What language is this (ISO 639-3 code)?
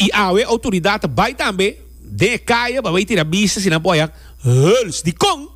pap